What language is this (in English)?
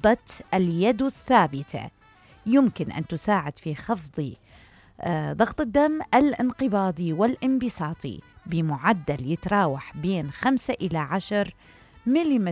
Mesopotamian Arabic